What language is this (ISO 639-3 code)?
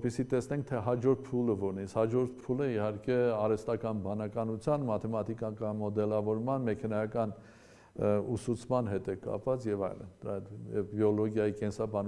hye